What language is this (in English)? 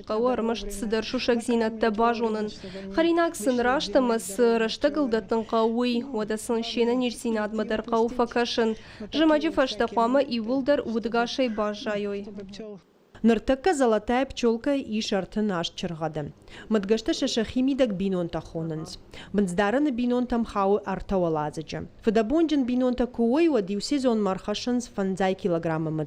Ossetic